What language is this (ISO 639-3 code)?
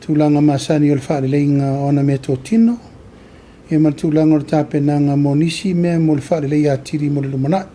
smo